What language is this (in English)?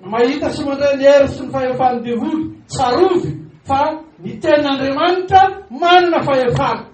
Malagasy